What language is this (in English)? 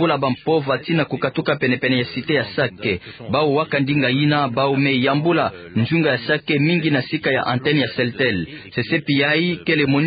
Kituba (Democratic Republic of Congo)